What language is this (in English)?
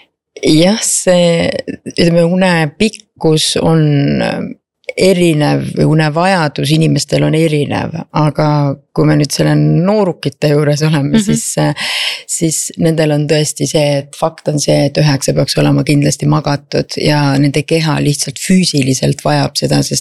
Estonian